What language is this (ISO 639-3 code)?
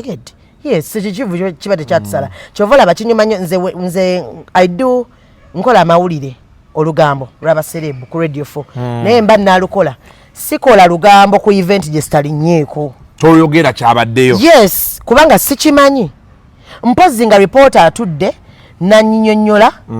lug